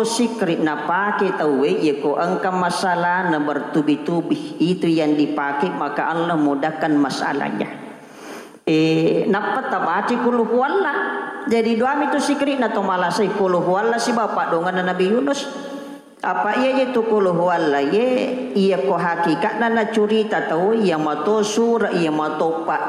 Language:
Buginese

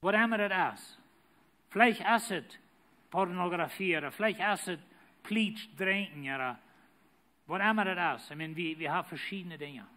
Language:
Plautdietsch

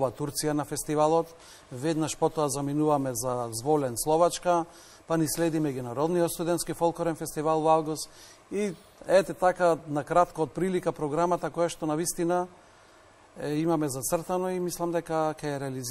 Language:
Macedonian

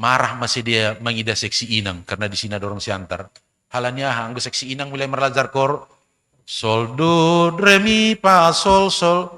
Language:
Batak Simalungun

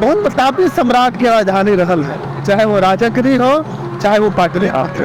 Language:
Magahi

